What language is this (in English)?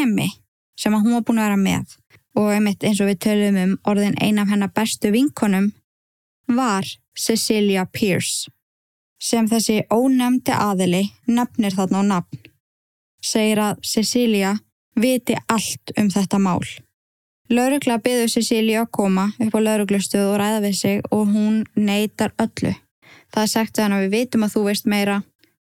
Icelandic